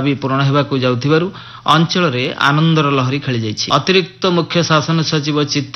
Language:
Odia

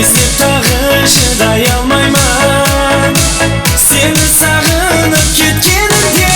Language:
Kara-Kalpak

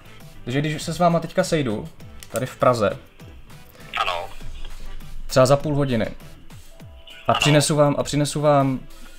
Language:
Czech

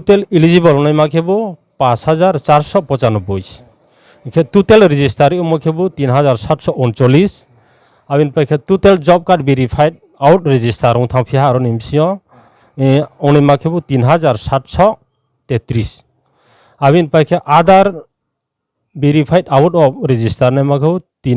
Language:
Riang (India)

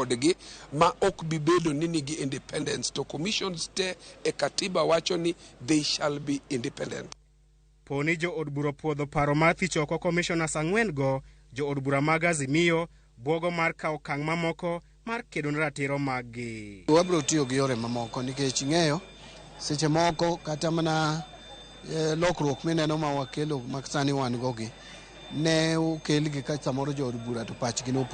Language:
Luo (Kenya and Tanzania)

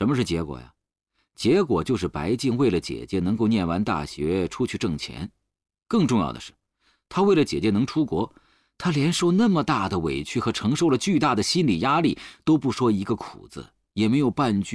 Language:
Chinese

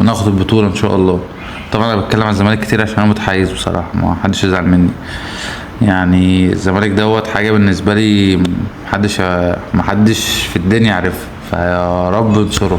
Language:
Egyptian Arabic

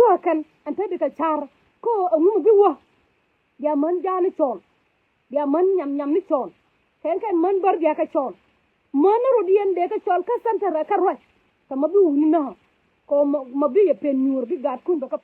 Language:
Nuer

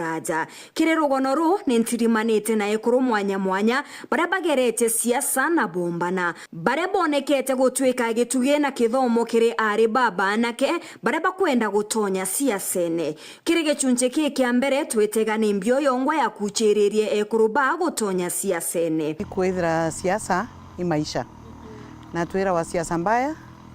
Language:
Meru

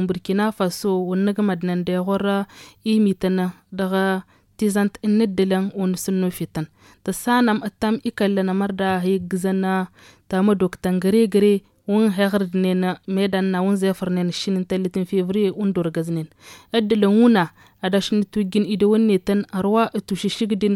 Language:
Tamasheq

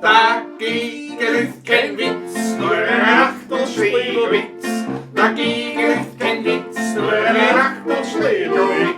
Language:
Bavarian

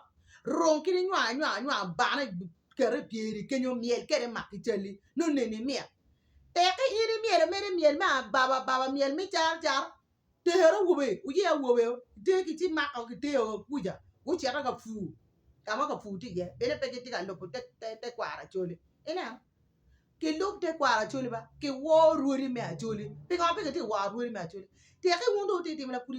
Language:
Acoli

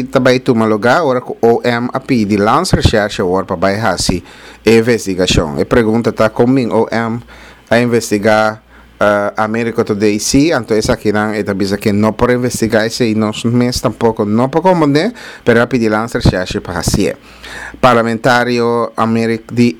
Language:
Papiamento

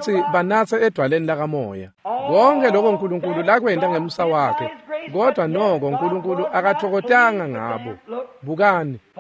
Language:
Swati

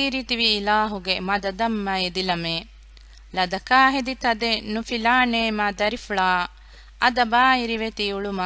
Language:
Divehi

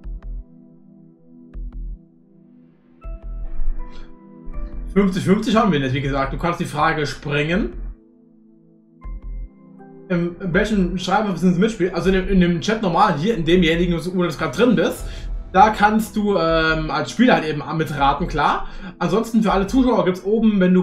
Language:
German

